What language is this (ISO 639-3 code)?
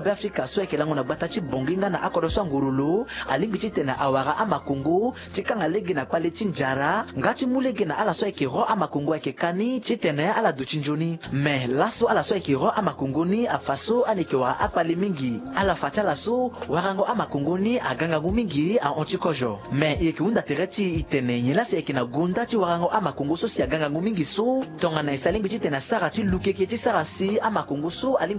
sag